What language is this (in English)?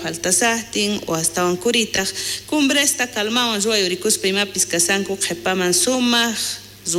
South Bolivian Quechua